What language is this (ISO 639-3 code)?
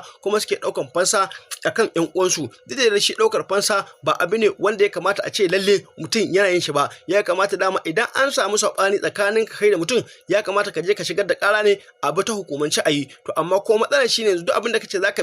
hau